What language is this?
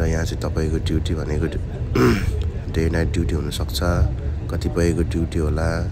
Nepali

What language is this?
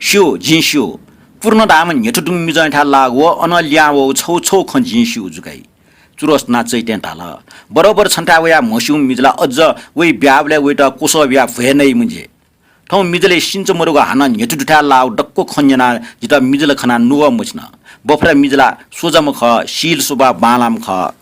Newari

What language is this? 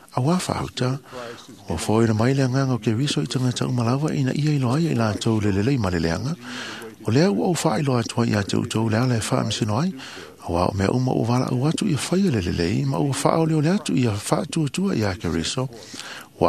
Samoan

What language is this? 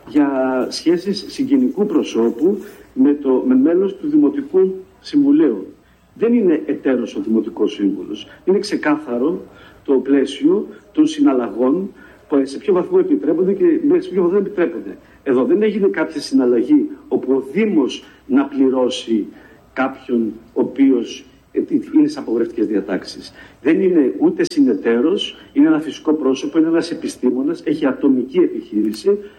Greek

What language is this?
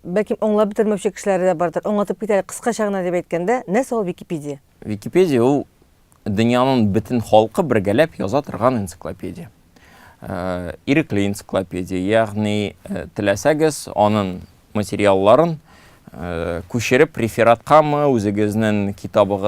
Tatar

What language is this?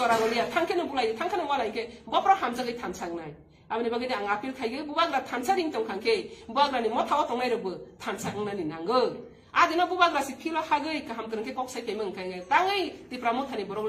Riang (India)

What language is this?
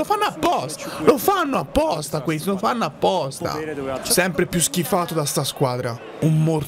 Italian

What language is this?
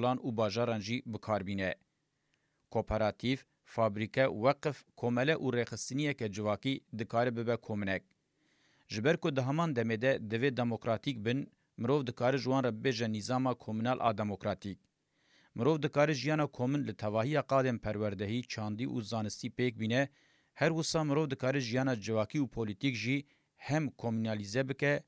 Kurdish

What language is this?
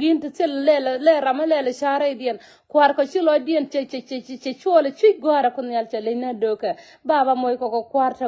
Nuer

